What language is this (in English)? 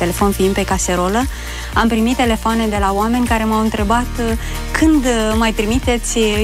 Romanian